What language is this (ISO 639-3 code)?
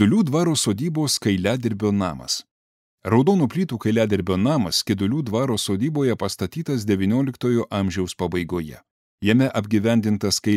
lit